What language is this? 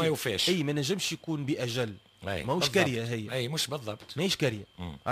Tunisian Arabic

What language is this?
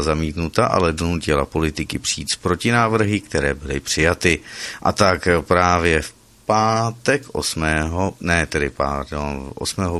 Czech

